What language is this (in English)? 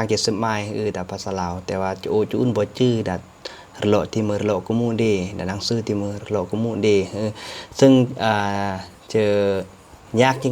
Lao